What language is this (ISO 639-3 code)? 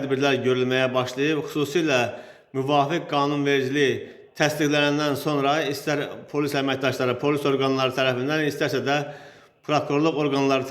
aze